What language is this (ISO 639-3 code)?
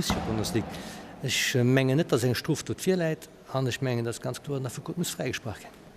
ltz